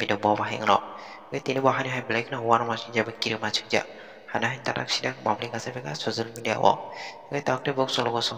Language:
Kok Borok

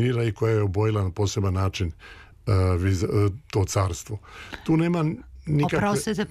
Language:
Serbian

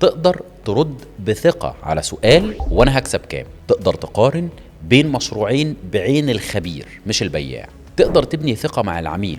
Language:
Egyptian Arabic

